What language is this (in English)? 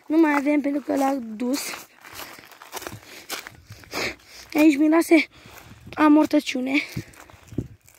Romanian